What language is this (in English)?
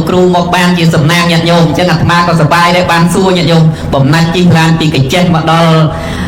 Khmer